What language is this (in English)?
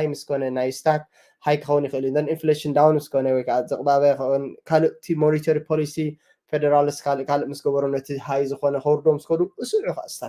Tigrinya